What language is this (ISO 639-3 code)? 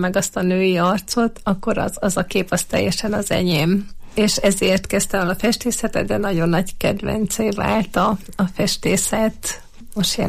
hun